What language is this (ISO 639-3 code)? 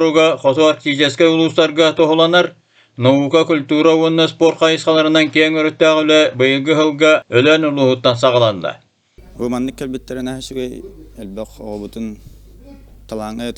sah